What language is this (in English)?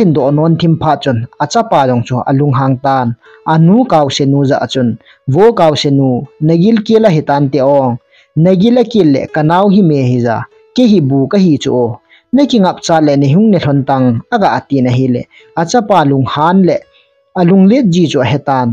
Thado Chin